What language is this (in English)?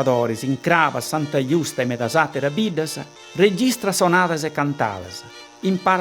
Sardinian